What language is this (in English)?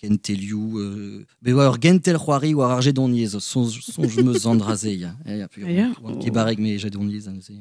Breton